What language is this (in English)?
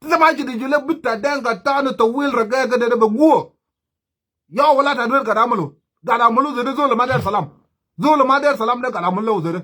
Nuer